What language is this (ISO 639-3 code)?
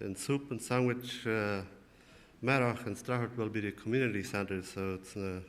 pdt